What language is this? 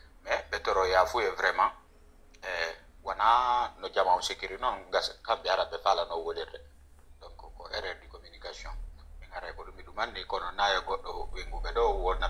Fula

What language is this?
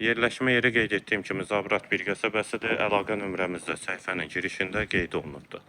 Azerbaijani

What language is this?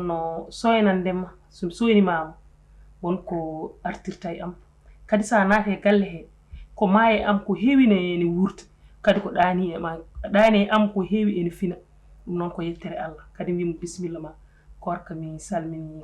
Fula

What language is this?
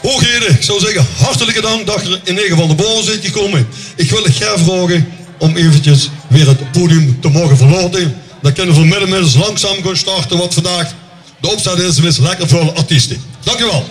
Limburgish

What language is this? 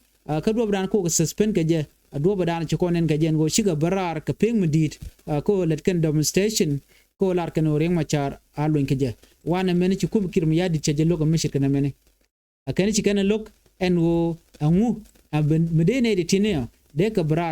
Nuer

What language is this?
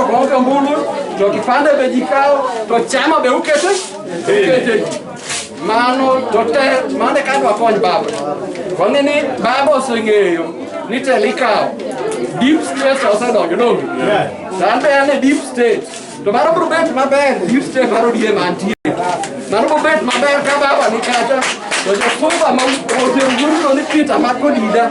Luo (Kenya and Tanzania)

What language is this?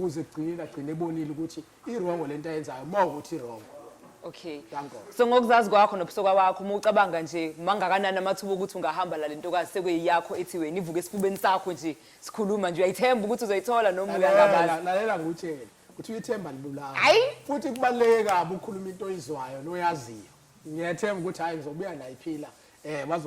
Zulu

